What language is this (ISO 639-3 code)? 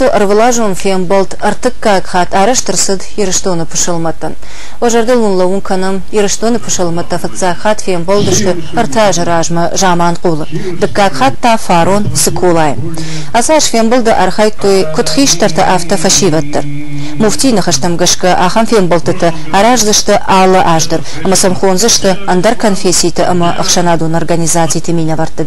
oss